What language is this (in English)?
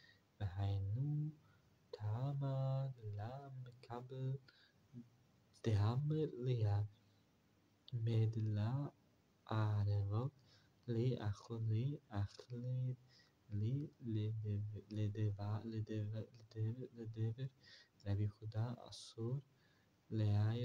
Hebrew